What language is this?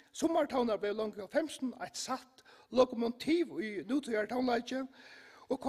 Faroese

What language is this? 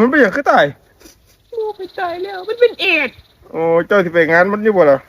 Northeastern Thai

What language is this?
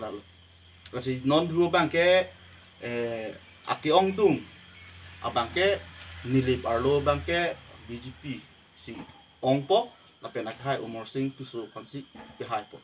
Karbi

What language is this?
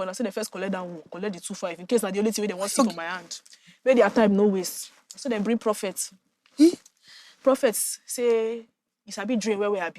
Nigerian Pidgin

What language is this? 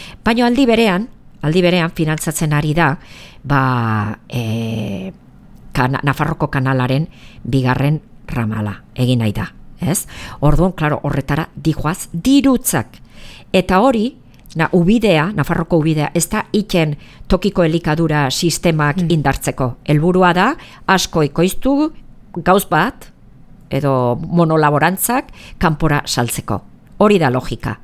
Basque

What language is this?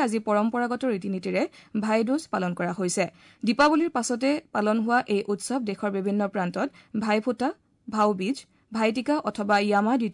Assamese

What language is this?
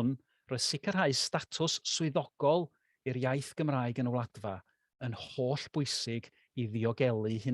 Welsh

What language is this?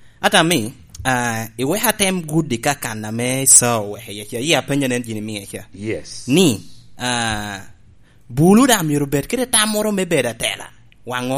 Lango (Uganda)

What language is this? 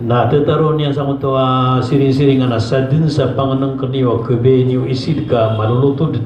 Maranao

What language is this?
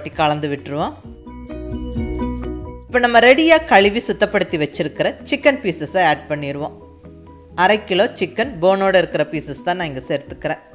Tamil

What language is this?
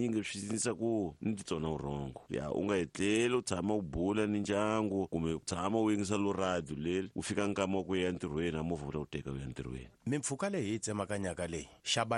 Tsonga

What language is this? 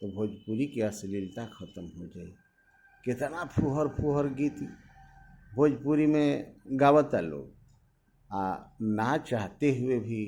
Bhojpuri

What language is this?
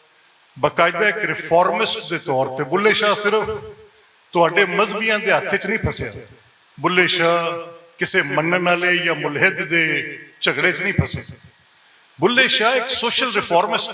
Western Panjabi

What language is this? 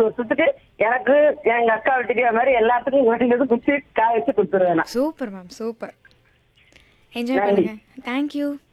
Tamil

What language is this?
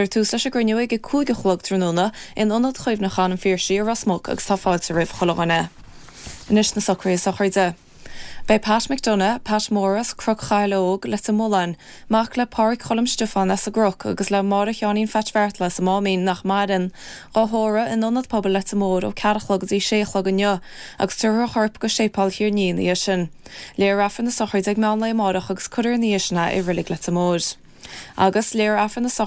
Irish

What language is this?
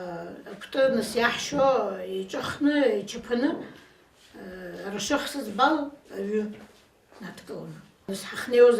Abkhazian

